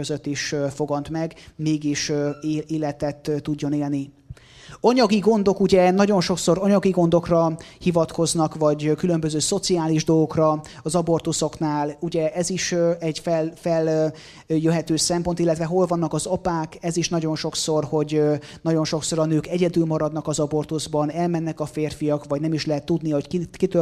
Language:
Hungarian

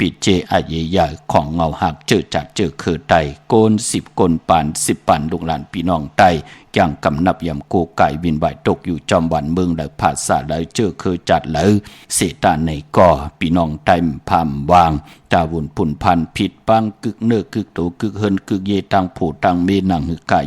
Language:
Shan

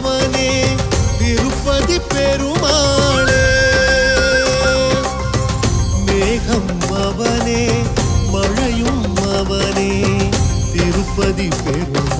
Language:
Tamil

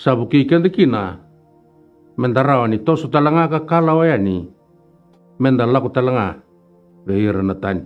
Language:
Fijian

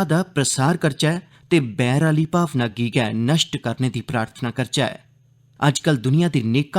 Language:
Dogri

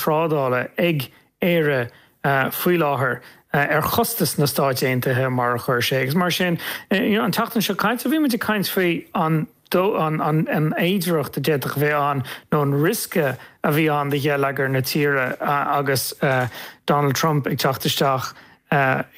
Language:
Irish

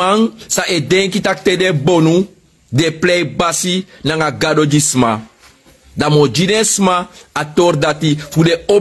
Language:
Sranan Tongo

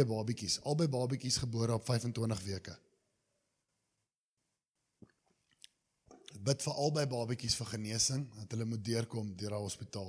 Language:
Afrikaans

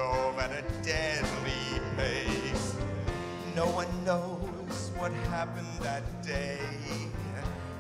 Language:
English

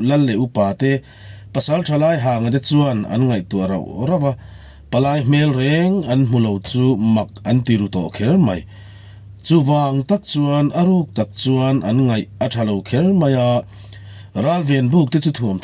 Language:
Mizo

